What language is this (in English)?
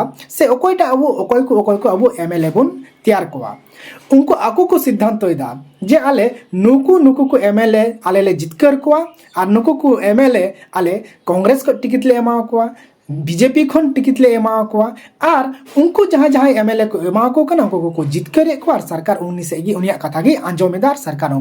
Santali